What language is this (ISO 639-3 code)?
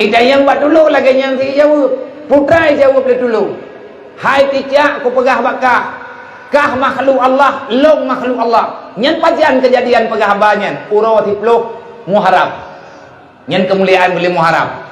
ace